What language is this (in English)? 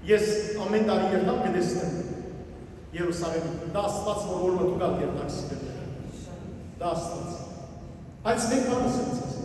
Western Armenian